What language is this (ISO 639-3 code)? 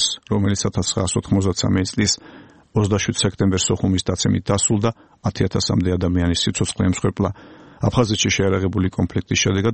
kat